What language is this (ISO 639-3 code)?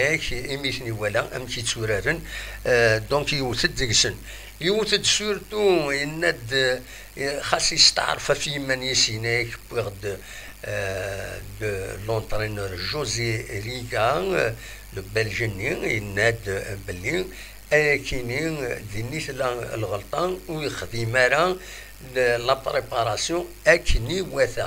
kab